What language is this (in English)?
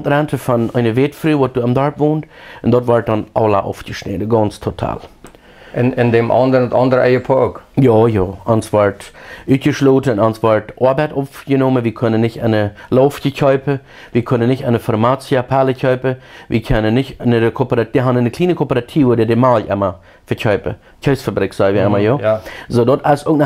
Plautdietsch